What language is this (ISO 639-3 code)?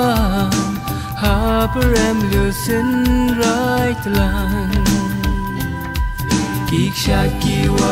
kha